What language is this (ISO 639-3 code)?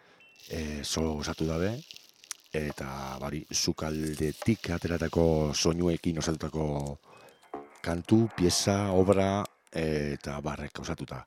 eus